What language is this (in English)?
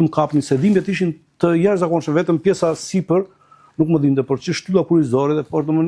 Albanian